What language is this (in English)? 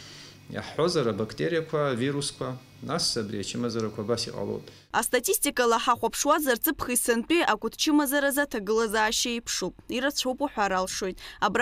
Abkhazian